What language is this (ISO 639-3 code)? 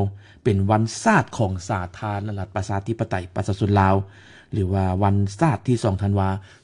lao